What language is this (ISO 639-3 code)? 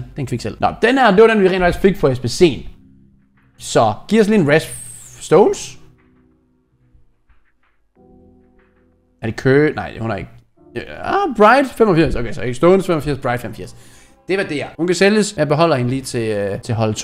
dan